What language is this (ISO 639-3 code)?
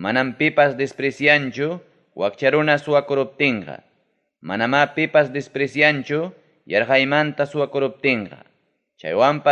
quy